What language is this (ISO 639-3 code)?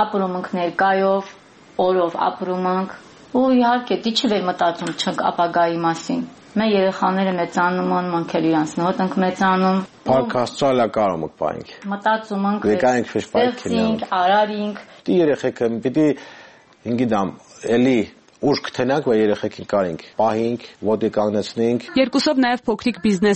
hye